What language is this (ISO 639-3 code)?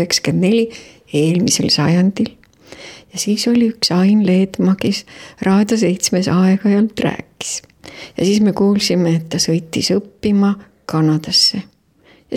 est